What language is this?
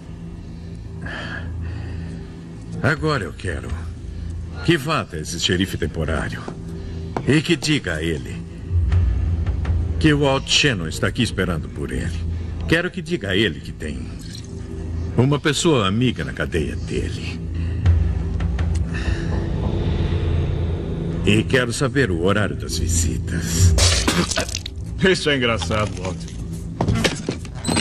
Portuguese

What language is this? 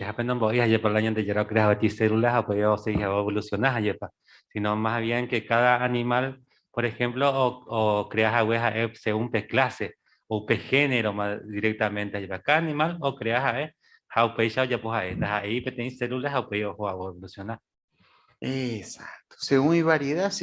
Guarani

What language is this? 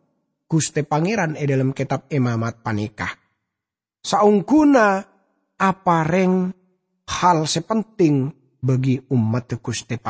Madurese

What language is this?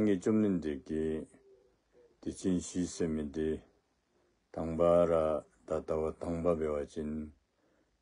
Dzongkha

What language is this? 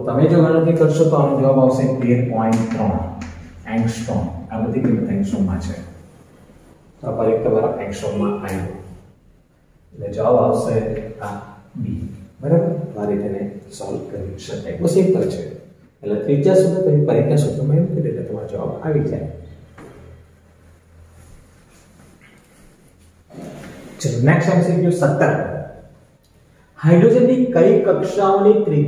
Gujarati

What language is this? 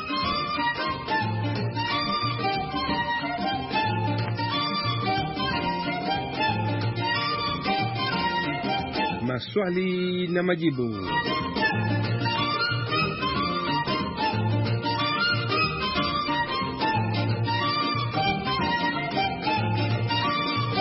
Swahili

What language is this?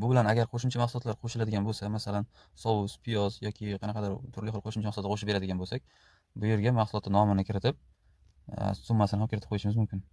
Uzbek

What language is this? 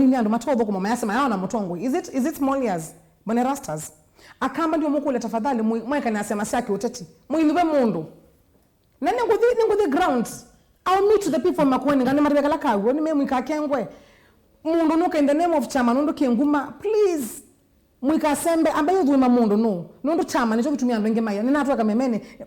Kamba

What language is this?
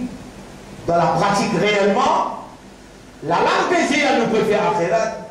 Morisyen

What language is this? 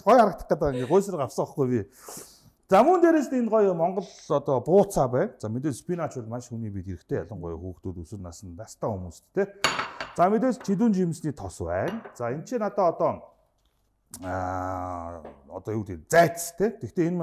Mongolian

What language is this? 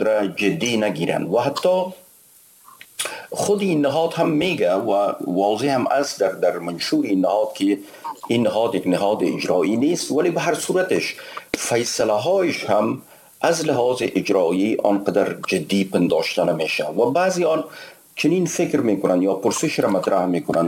Persian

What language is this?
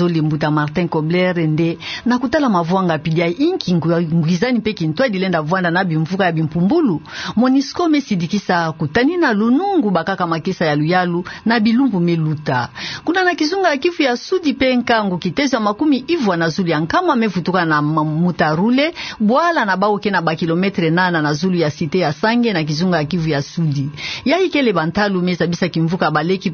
Kituba (Democratic Republic of Congo)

